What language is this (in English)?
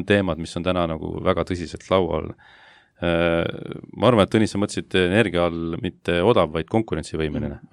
Estonian